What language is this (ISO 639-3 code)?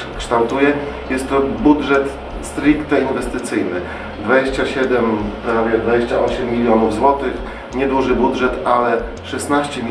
pol